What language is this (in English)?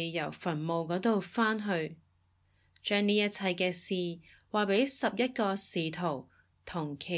Cantonese